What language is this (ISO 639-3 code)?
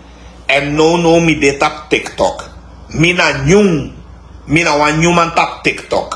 srn